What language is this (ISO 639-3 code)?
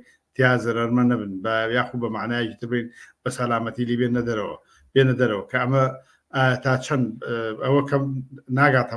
ckb